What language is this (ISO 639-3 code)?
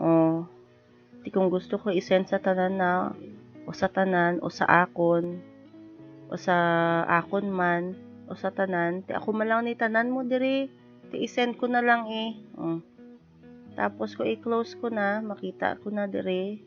hil